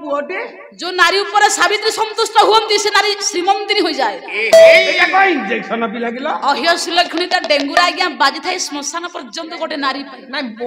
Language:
Odia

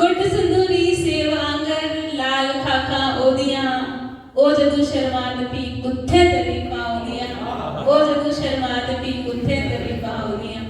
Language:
Dogri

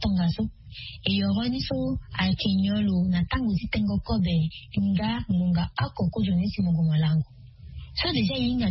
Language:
Sango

